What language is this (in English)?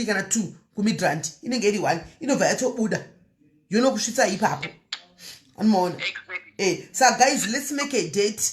Shona